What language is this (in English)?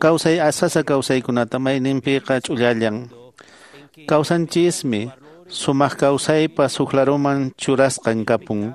Quechua